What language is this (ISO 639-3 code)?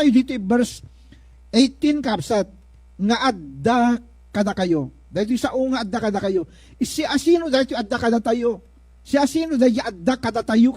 ilo